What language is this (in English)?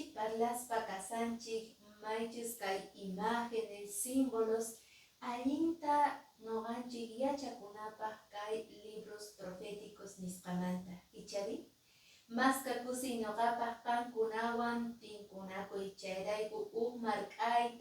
Quechua